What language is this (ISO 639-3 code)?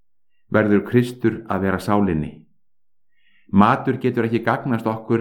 isl